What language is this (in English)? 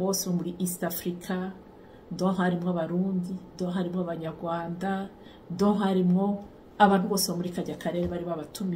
Rundi